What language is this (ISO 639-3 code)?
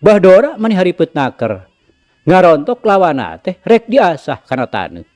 sun